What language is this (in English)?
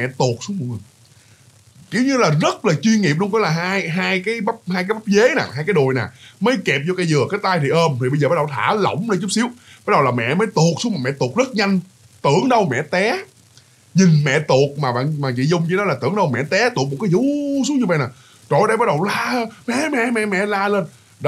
Vietnamese